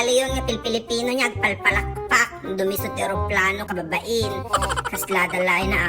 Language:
Iloko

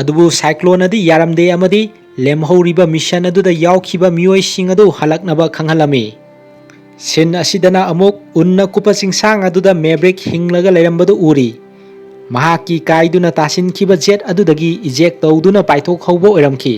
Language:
Manipuri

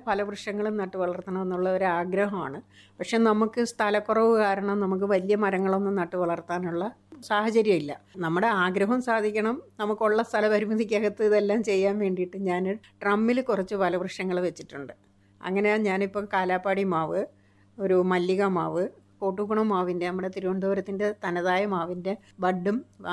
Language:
Malayalam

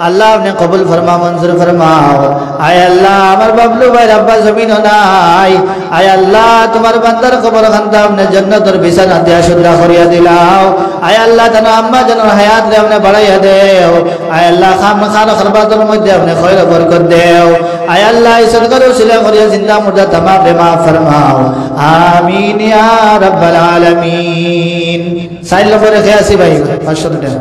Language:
Sylheti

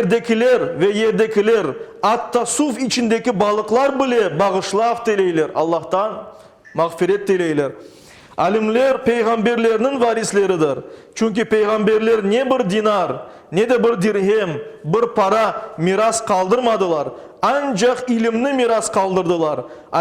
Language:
Crimean Tatar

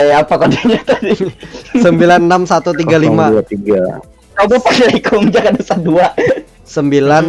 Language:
Banjar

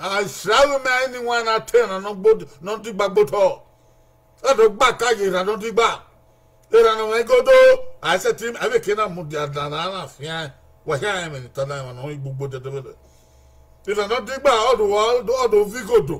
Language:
Bini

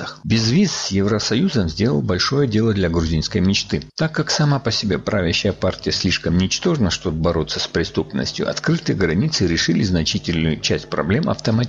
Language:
Russian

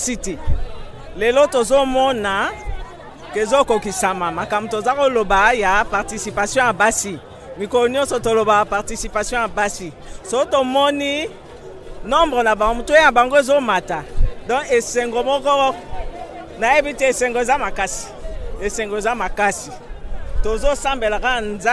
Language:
Lingala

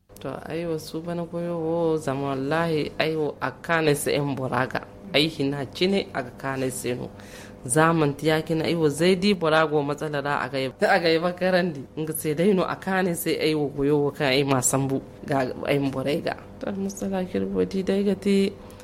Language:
Zarma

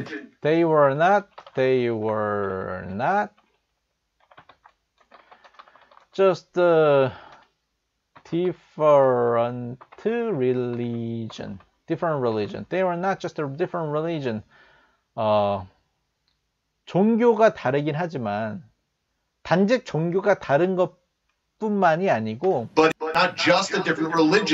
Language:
Korean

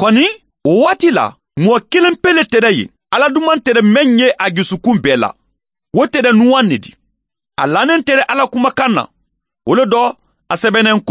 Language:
Mandingo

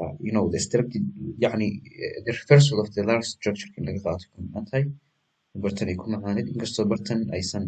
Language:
Somali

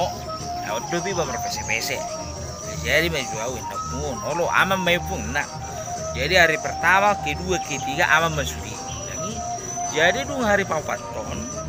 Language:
Batak Toba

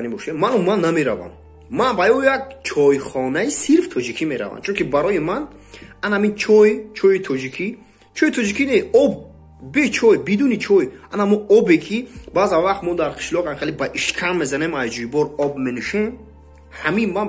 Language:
Tajik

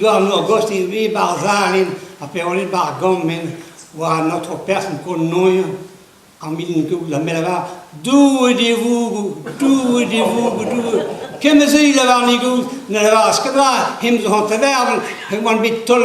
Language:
Breton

